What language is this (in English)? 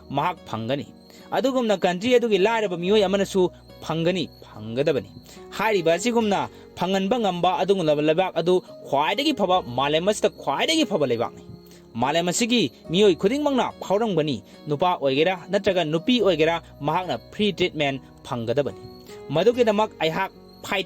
Manipuri